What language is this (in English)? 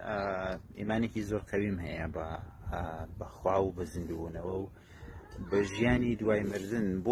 Central Kurdish